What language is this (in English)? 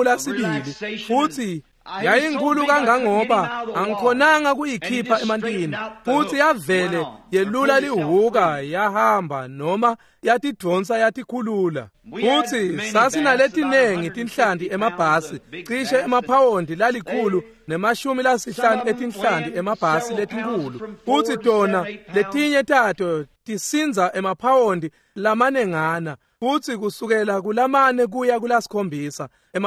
Swati